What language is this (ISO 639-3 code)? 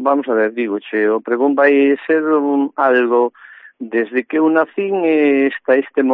glg